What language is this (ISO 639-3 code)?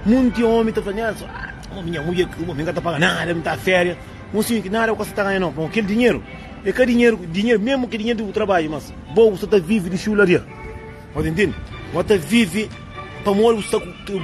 kea